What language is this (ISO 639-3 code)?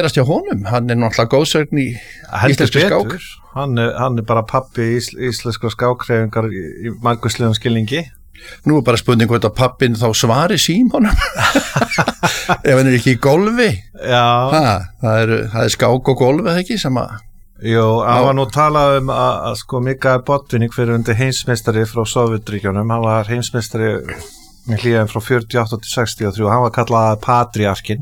isl